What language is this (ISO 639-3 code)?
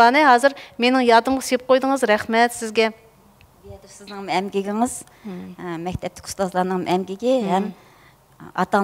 uig